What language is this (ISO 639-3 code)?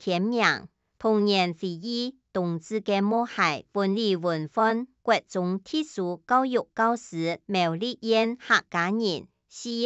hak